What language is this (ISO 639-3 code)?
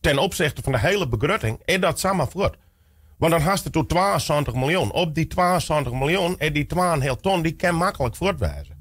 fry